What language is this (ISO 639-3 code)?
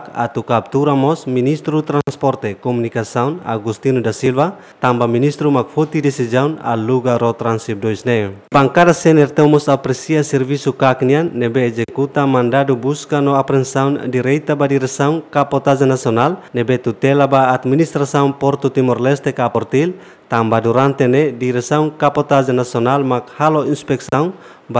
tet